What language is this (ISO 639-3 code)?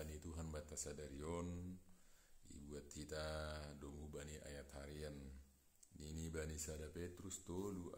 bts